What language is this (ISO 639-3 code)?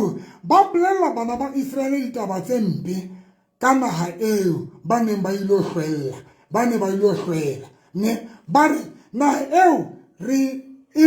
sot